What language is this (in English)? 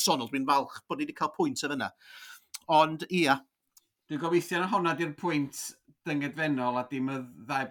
Welsh